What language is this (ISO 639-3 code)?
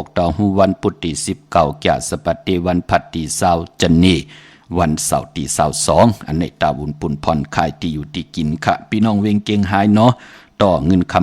shn